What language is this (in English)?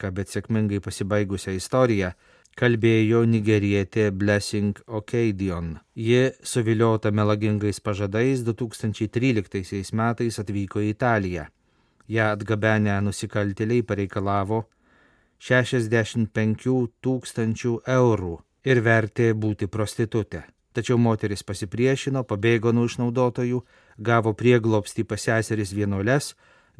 Lithuanian